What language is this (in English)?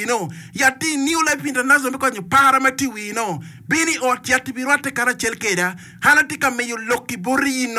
Acoli